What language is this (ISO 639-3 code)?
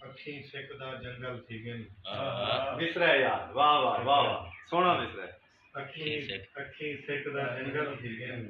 skr